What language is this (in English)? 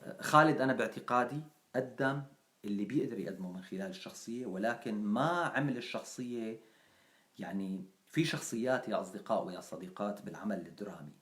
North Levantine Arabic